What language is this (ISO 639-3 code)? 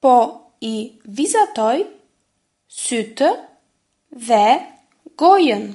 sqi